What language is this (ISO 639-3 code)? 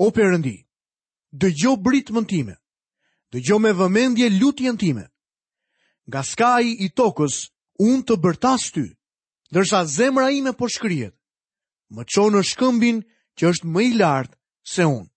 sqi